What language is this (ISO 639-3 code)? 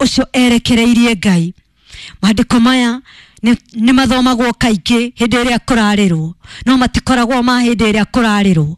kik